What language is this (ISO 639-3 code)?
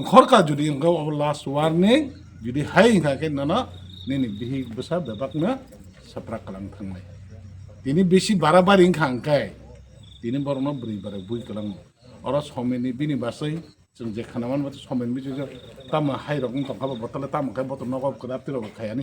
trp